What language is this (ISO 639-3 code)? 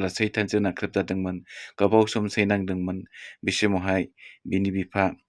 brx